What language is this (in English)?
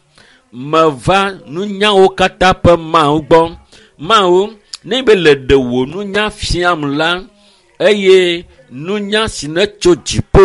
Ewe